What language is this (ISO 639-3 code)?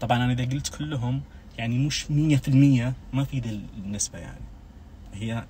ars